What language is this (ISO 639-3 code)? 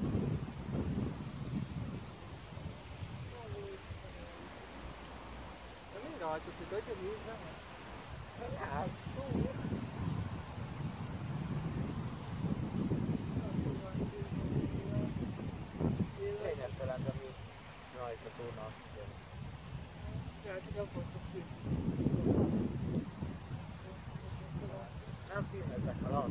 hun